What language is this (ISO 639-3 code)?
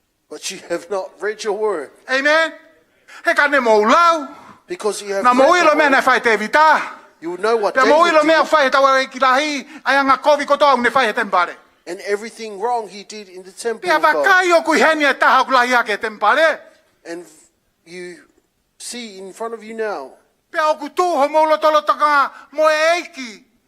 ton